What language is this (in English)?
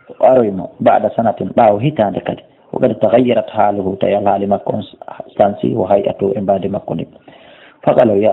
Fula